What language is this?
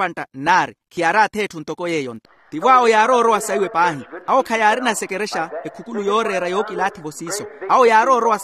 Makhuwa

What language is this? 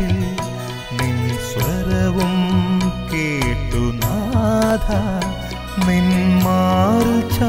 Malayalam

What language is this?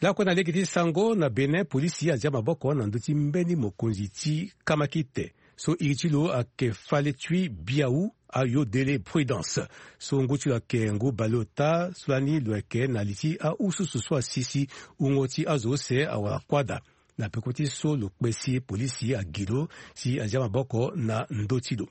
Sango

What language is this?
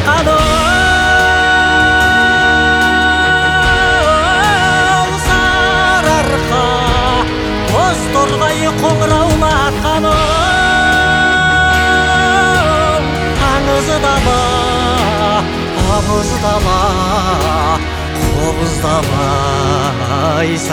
Kazakh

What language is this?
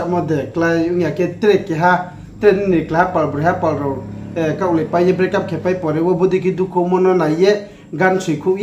Riang (India)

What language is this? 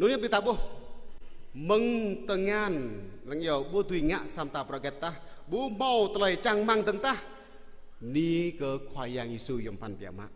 Jarai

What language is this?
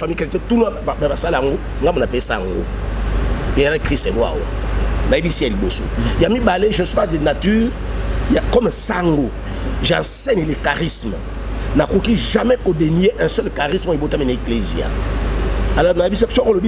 Lingala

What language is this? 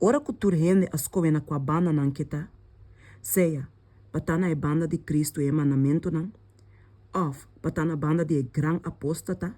Papiamento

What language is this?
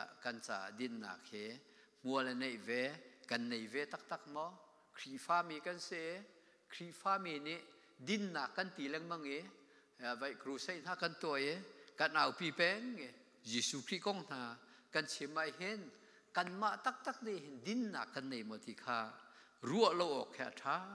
Hakha Chin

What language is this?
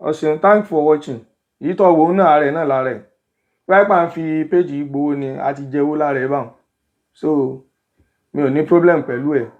Yoruba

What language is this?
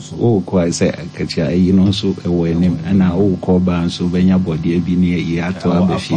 Akan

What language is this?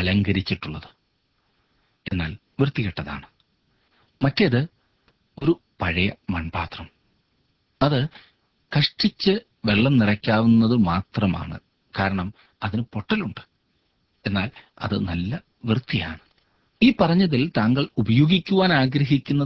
Malayalam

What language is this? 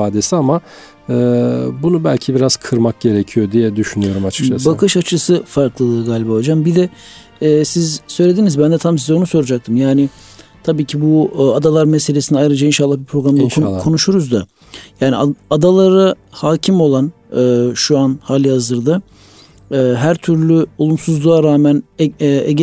Turkish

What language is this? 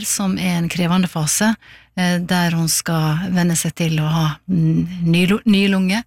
Norwegian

